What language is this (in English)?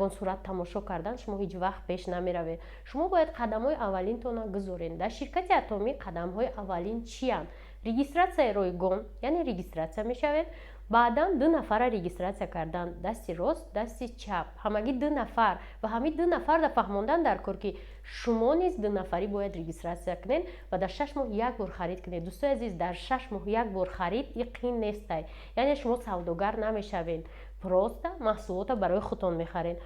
Tajik